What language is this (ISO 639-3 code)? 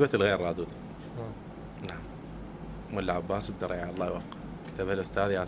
acm